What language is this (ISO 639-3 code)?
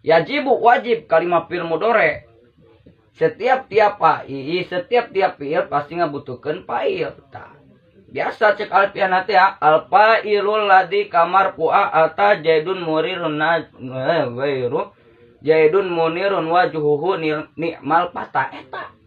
sun